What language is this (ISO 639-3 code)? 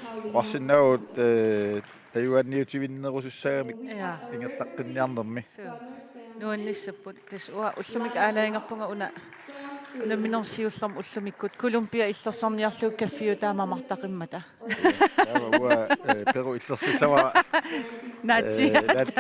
kal